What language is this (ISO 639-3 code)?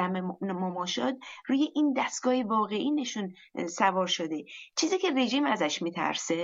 fas